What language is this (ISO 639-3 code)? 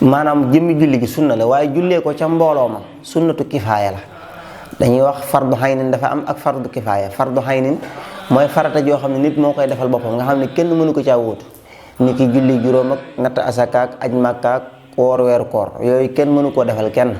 wol